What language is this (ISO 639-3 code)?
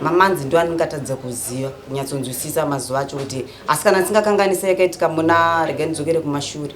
sna